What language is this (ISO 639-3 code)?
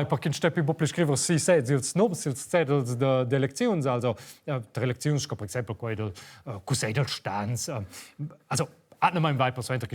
roh